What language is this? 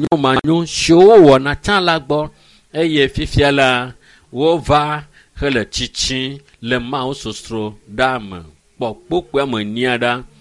Ewe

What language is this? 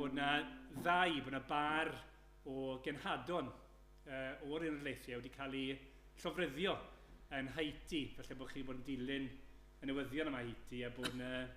Welsh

